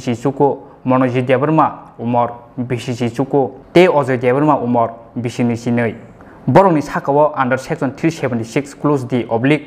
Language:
Kok Borok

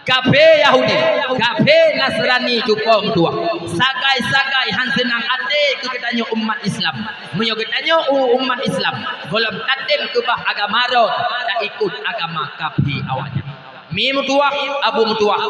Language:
Achinese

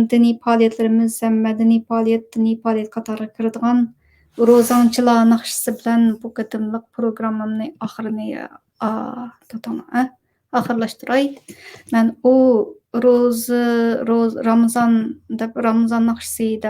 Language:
Uyghur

